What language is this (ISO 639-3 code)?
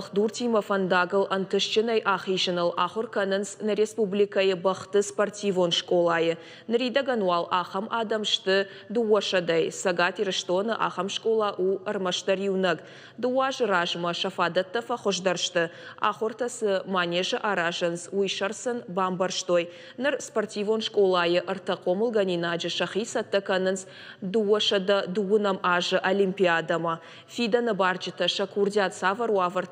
oss